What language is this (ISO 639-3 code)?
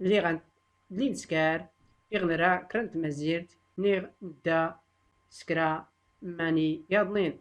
shi